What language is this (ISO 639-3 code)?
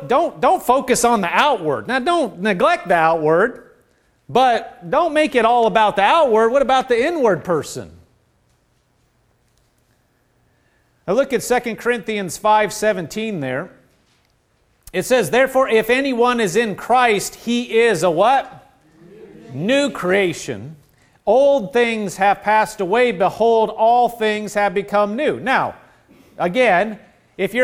eng